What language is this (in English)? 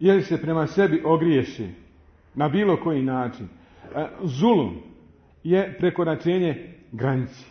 Bosnian